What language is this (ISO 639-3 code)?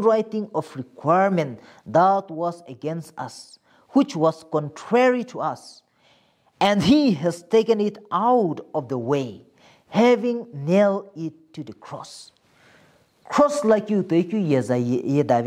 nsm